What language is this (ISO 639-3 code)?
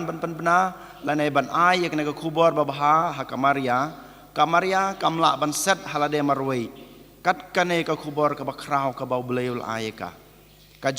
kha